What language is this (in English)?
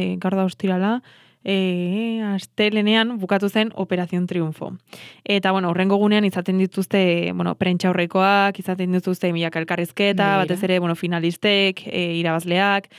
Basque